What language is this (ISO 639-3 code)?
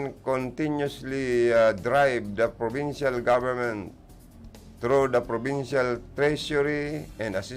bik